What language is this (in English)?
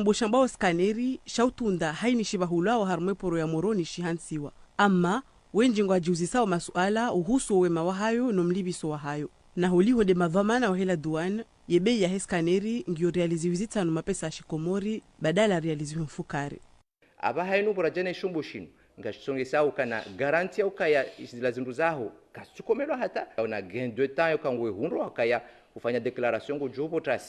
Ngazidja Comorian